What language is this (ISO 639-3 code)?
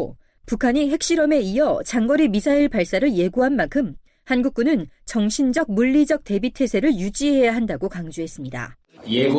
kor